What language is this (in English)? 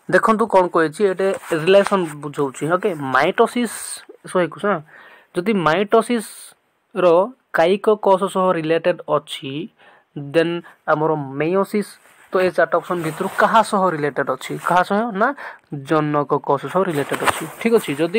Odia